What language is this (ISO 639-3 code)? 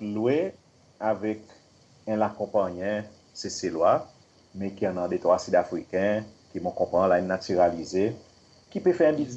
crs